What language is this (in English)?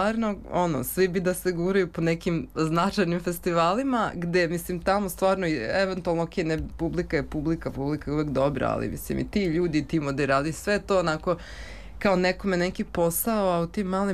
Serbian